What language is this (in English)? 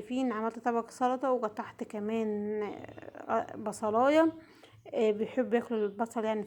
Egyptian Arabic